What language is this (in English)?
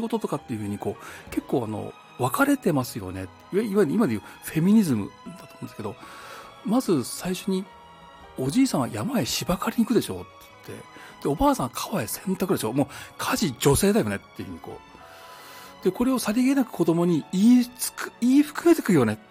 Japanese